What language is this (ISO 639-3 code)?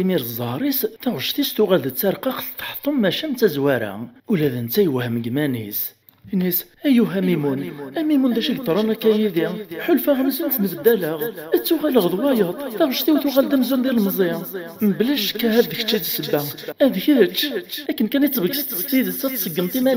kab